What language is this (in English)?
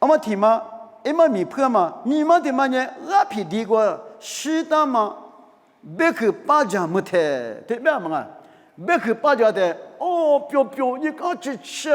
Lisu